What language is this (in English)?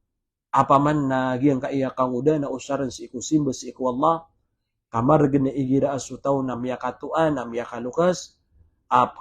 Maranao